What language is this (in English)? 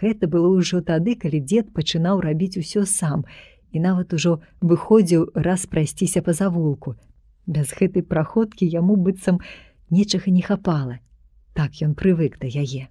Belarusian